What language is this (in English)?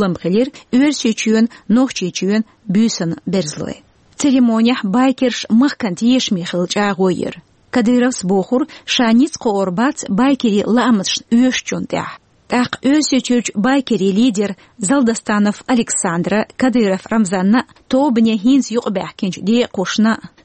Chechen